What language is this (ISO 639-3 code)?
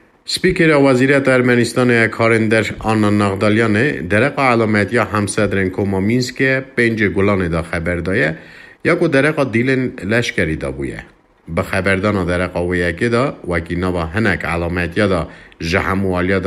kur